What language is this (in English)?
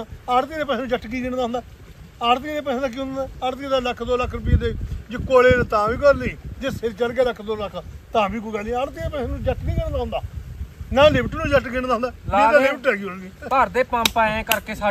Punjabi